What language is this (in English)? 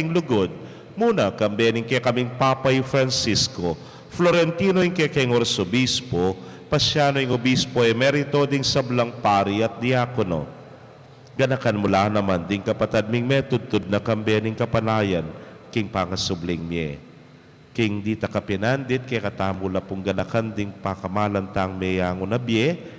Pampanga